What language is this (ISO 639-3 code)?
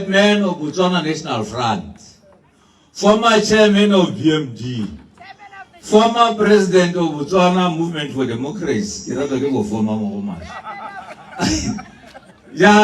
tsn